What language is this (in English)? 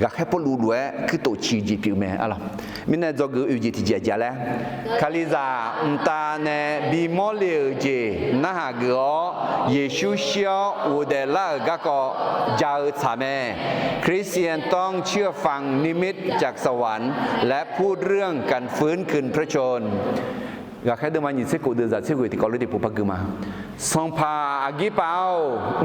Akha